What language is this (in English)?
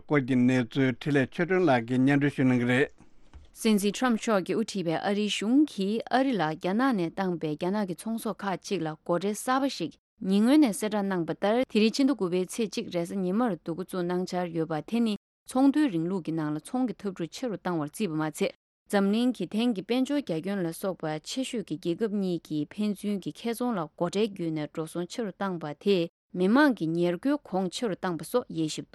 Tibetan